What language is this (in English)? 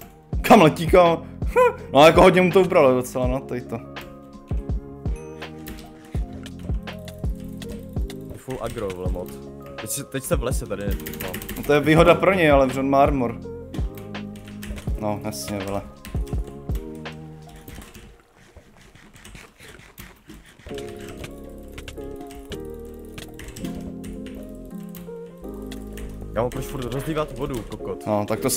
Czech